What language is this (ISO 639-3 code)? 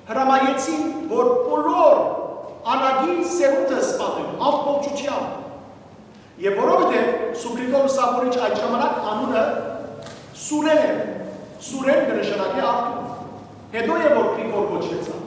hyw